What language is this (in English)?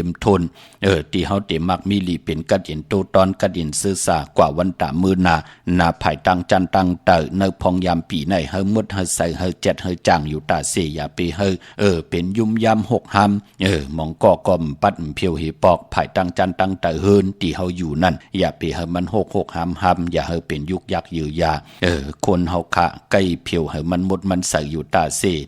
Shan